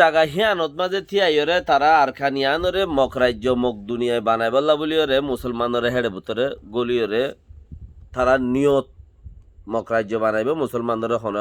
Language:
Rohingya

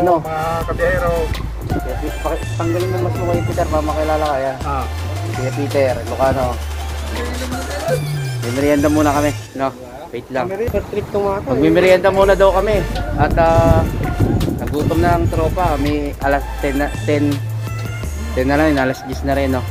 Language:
Filipino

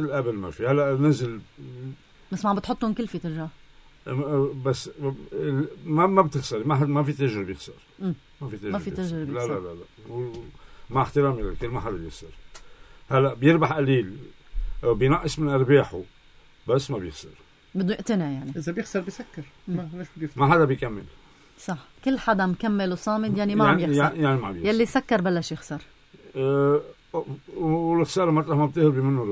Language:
North Levantine Arabic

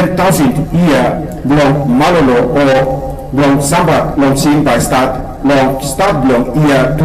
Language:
Tok Pisin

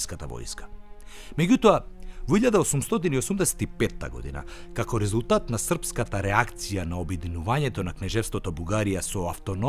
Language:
Macedonian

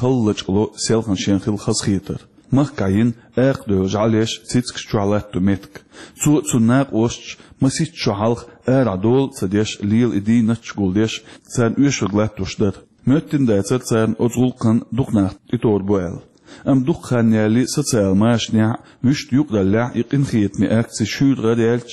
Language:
Chechen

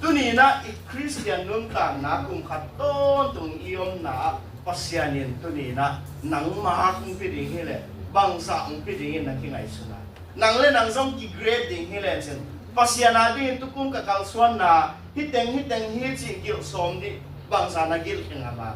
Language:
Tedim Chin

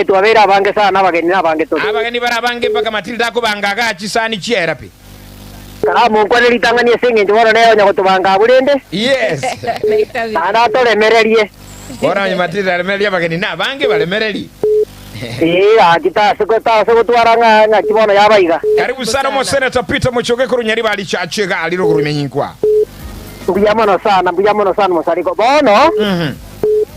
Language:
Gusii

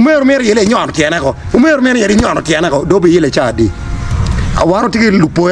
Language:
Acoli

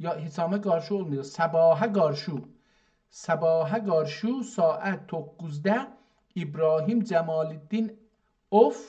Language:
South Azerbaijani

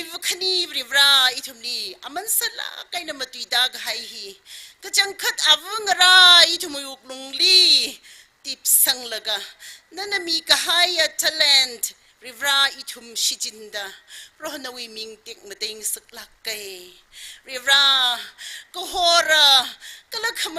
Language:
Tangkhul Naga (India)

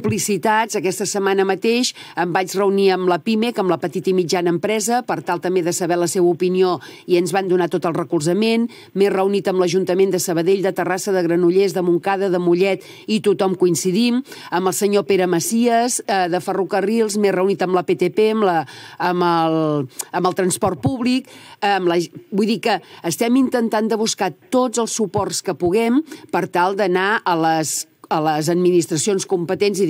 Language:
Catalan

